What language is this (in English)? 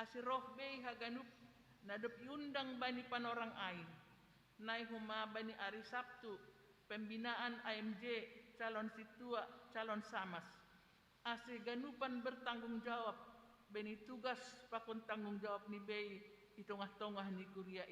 Batak Simalungun